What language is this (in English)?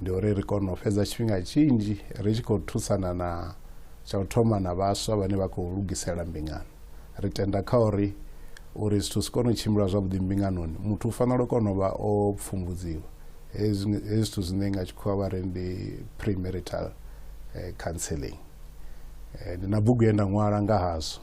Venda